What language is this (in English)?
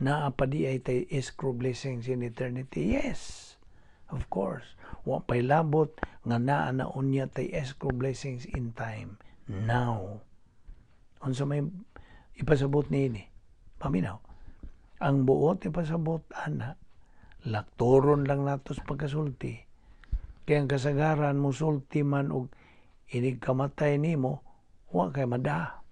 Cebuano